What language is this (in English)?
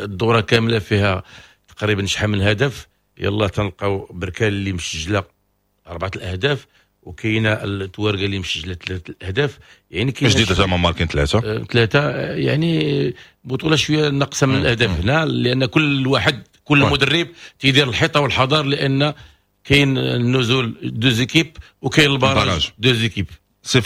Moroccan Arabic